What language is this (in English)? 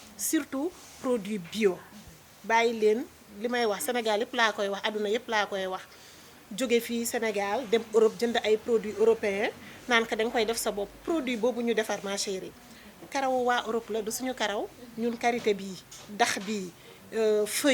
Wolof